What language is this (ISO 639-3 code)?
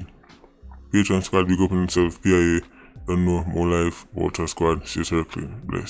jam